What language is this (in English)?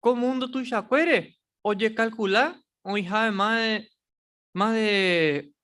Guarani